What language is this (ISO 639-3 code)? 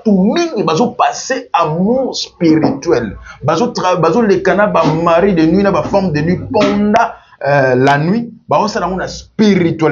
lin